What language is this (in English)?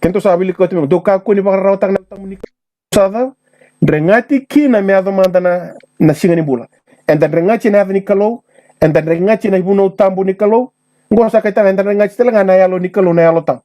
Fijian